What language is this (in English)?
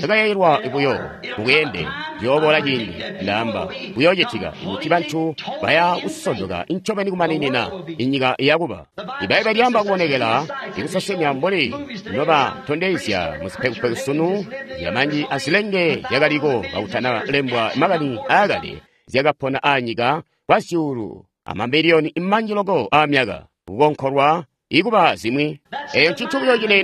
Tonga (Zambia)